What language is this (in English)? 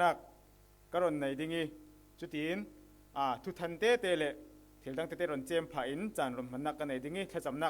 Falam Chin